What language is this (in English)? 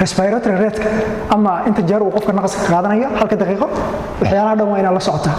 Somali